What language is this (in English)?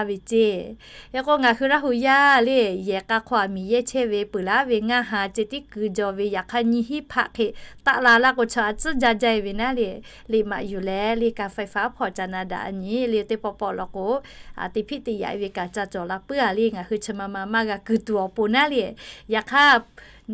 Lahu